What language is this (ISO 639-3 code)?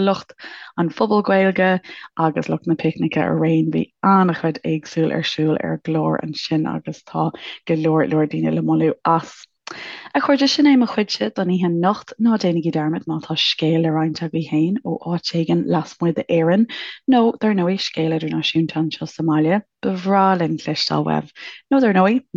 gle